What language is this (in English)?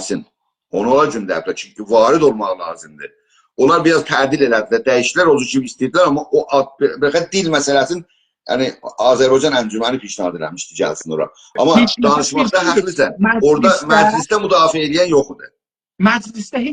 South Azerbaijani